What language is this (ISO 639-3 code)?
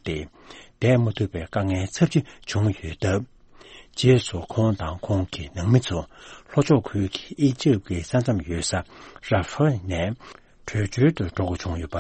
bod